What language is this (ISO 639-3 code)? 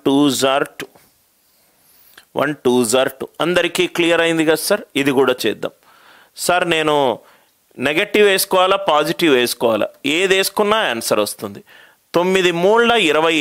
tel